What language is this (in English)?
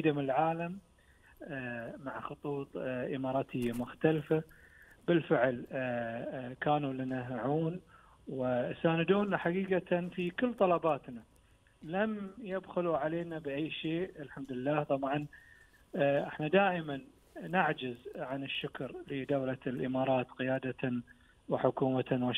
Arabic